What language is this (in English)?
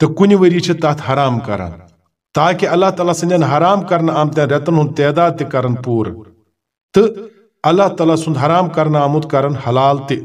Kashmiri